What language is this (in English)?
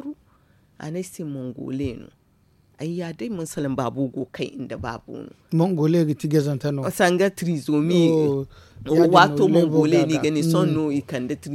Zarma